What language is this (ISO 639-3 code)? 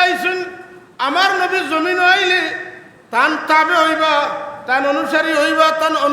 syl